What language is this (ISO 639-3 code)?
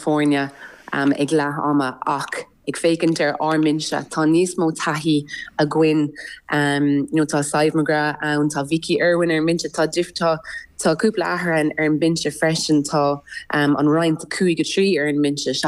gle